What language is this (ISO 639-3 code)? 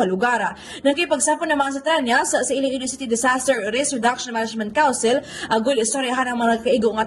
hil